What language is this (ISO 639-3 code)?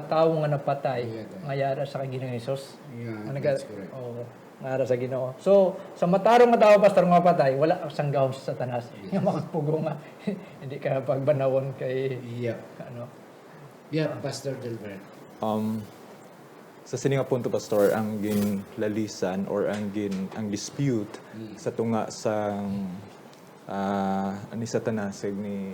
hil